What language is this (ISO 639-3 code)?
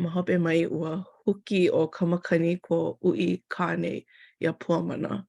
haw